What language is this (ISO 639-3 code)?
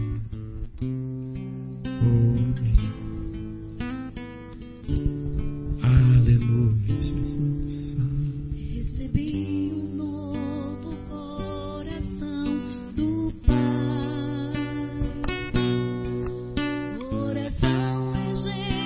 por